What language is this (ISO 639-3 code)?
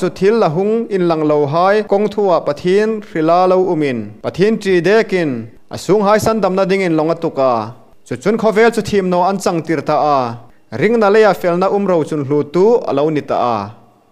hmr